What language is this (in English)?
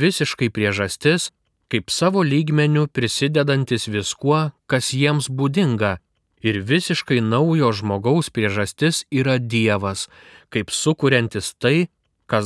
Lithuanian